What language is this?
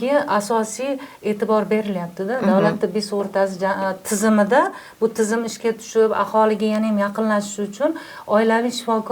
Uzbek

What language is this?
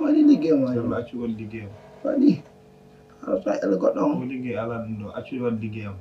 Fula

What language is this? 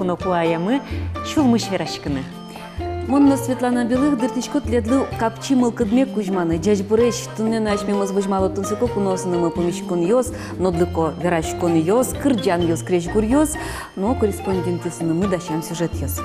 Udmurt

